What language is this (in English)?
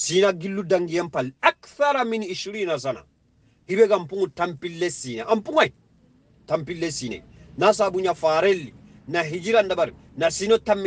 Soninke